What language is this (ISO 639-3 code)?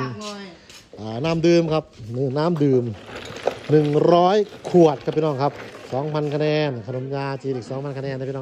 tha